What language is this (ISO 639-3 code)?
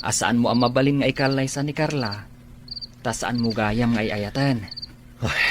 ilo